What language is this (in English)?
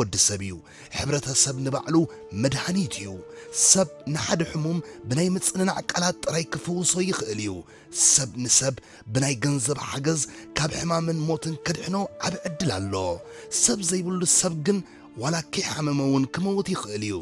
Tigrinya